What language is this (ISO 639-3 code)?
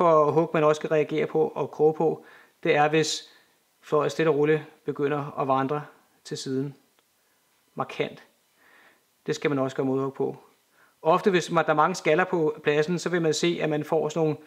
dan